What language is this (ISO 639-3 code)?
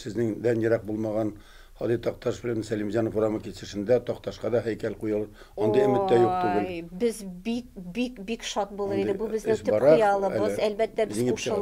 tat